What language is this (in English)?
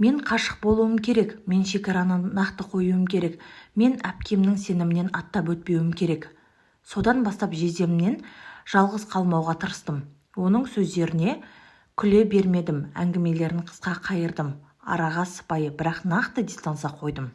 Kazakh